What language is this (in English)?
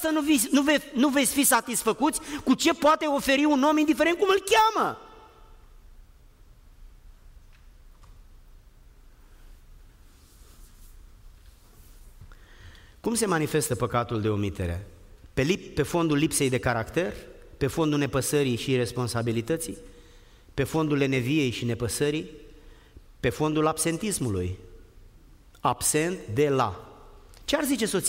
Romanian